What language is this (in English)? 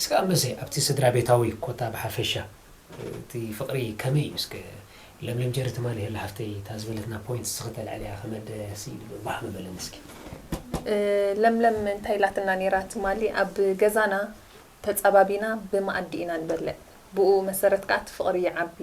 Tigrinya